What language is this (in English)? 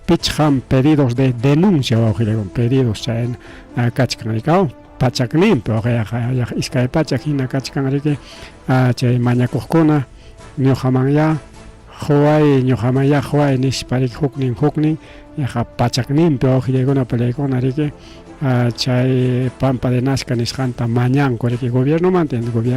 Ayacucho Quechua